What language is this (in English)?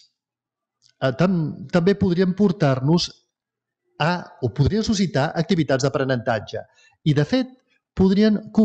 Catalan